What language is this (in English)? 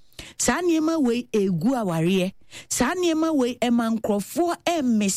Akan